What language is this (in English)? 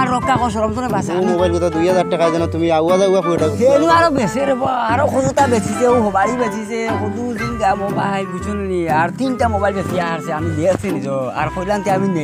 Sylheti